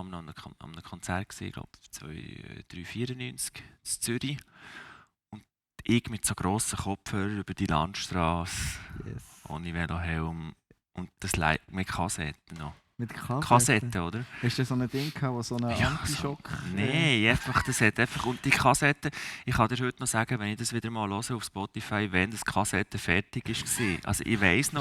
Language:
Swiss German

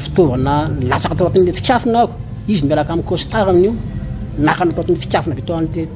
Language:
Malagasy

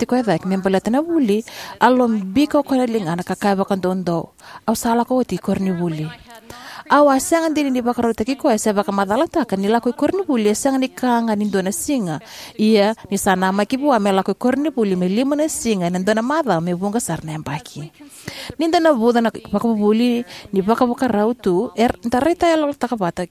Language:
Fijian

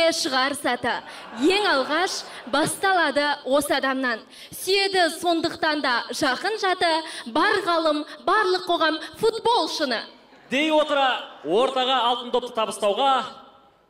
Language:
Kazakh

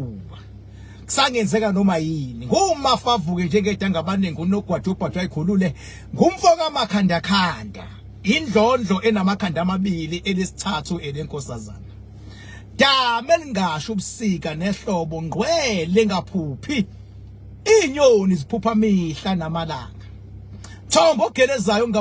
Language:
Zulu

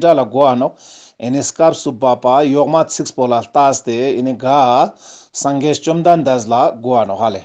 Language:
Ladakhi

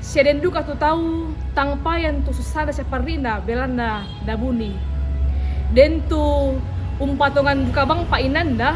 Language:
Toraja-Sa'dan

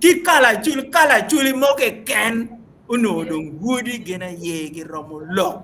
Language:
Acoli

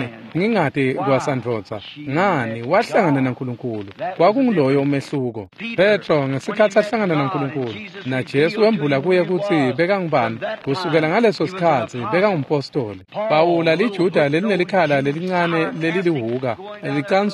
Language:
Swati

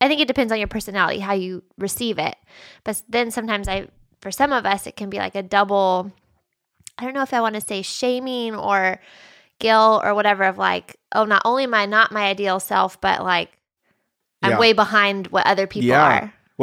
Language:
English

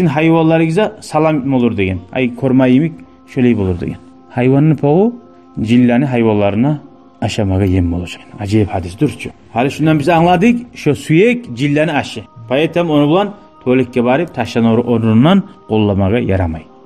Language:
Kumyk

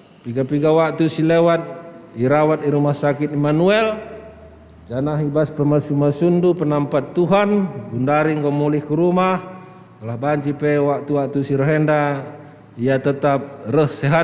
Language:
Batak Karo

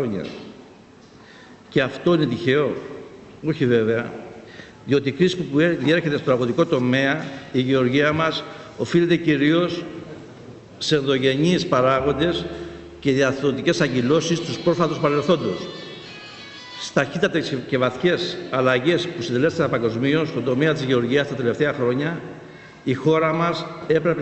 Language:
Greek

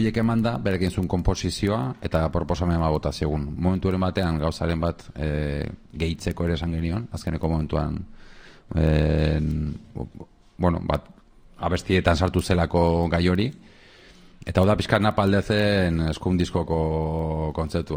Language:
Basque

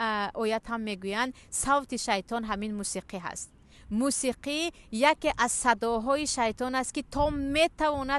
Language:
Tajik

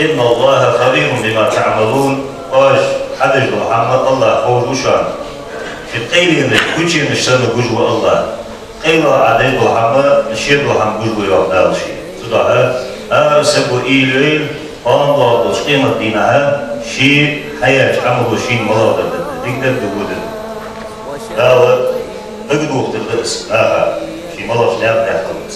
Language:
Ingush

